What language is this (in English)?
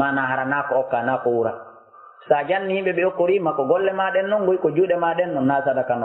Fula